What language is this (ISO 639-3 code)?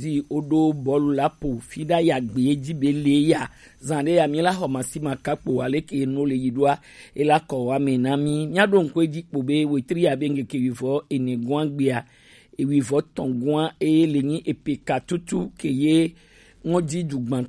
gej